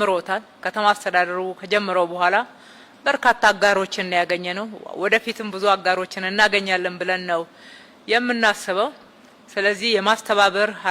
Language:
Amharic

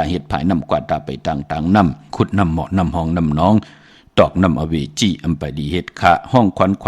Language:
Shan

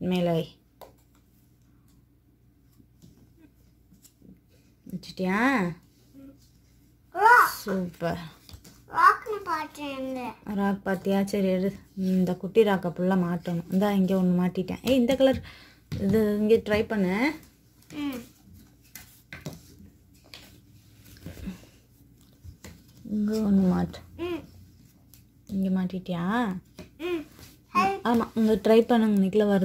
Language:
Tamil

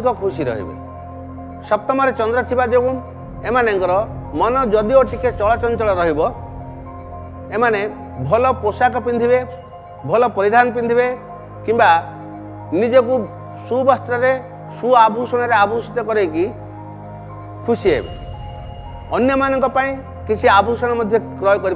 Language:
Odia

